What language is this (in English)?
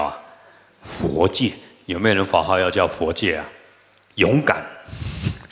Chinese